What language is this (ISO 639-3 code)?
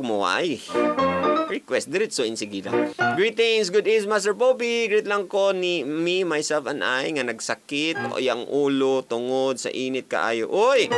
ceb